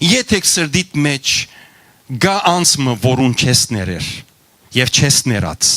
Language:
Western Armenian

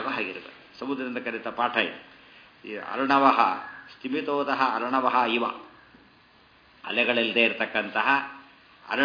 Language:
Kannada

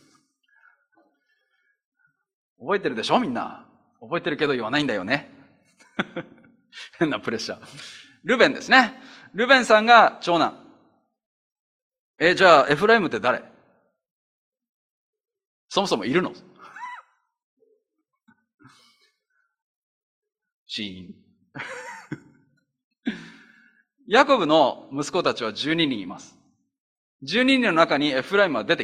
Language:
Japanese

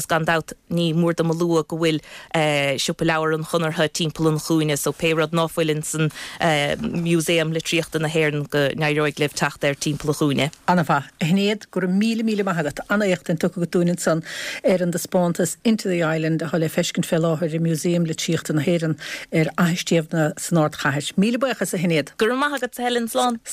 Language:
Irish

